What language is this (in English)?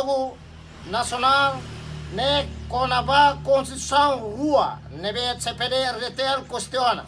Tetum